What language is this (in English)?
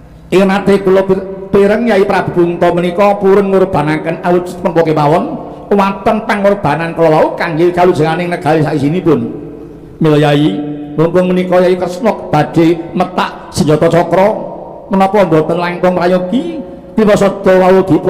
Javanese